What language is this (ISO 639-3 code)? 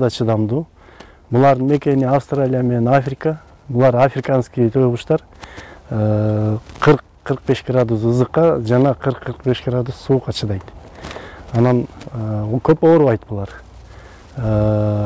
kir